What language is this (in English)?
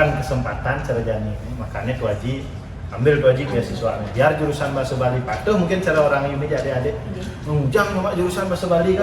Balinese